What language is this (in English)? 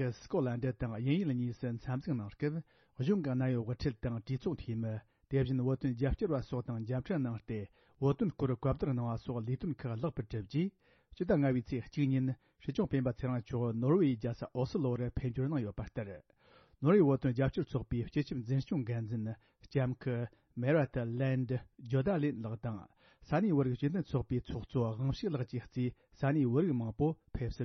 Tibetan